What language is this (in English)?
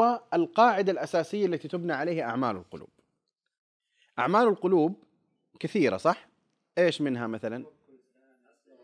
Arabic